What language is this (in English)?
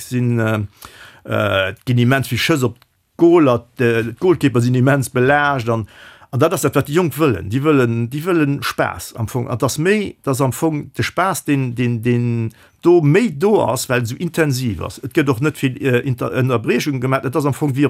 Luxembourgish